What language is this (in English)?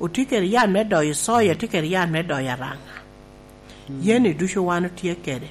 Lango (Uganda)